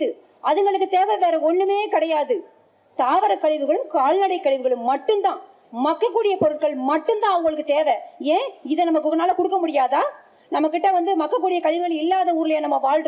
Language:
Tamil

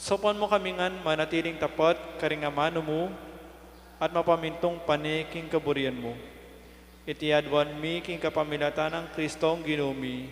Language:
Pampanga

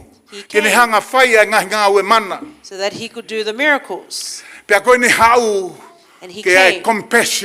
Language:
Tongan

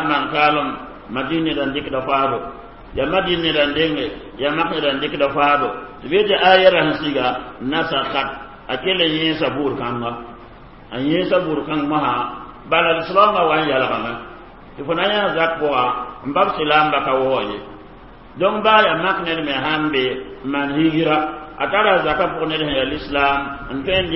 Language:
Mossi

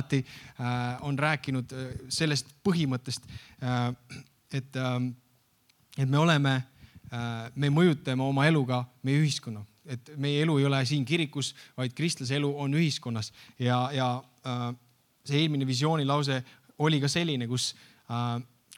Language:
Estonian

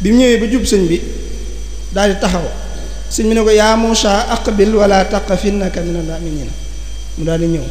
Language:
Wolof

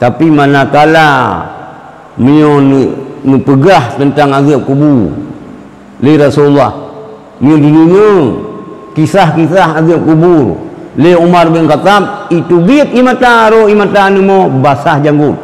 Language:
Achinese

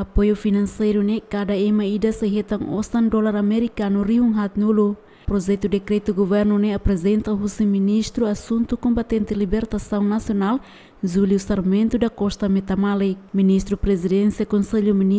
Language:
Tetum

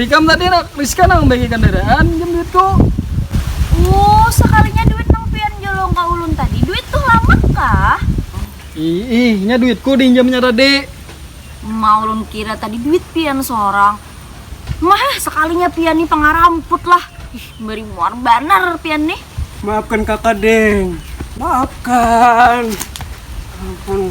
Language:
Banjar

